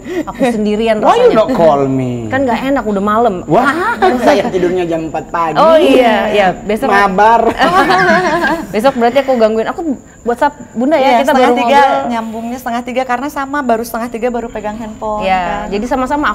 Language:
Indonesian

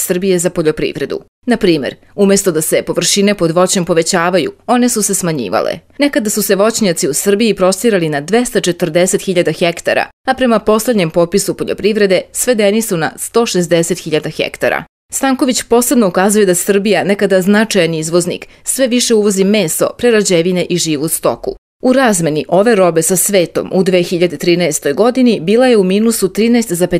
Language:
Serbian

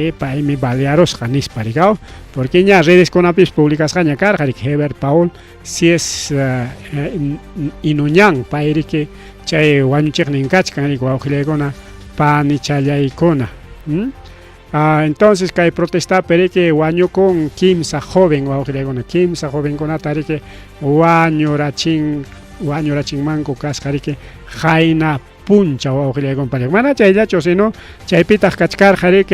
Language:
Ayacucho Quechua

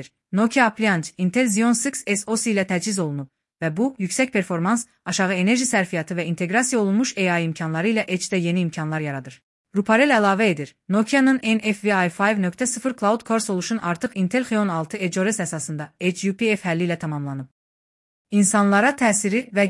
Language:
Azerbaijani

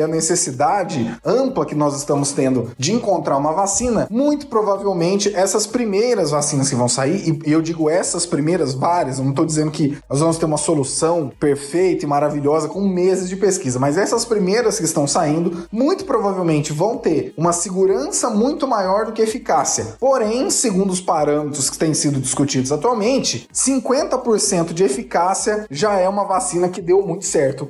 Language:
Portuguese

